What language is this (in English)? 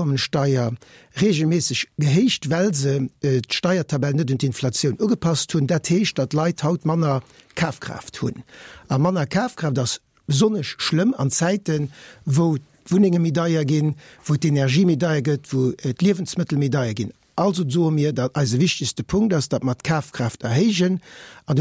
Luxembourgish